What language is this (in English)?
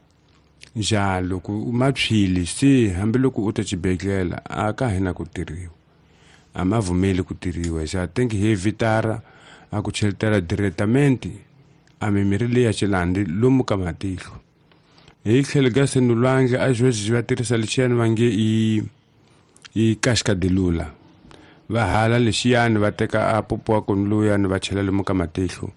Tsonga